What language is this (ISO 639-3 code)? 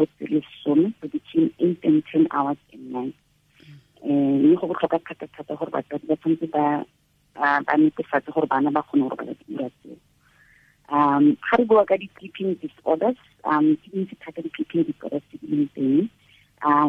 tsn